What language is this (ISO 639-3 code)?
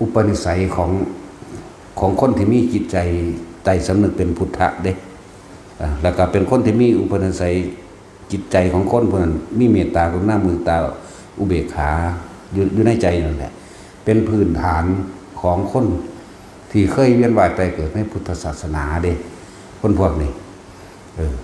tts